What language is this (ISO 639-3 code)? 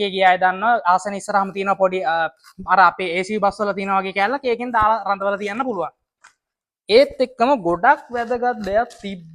sin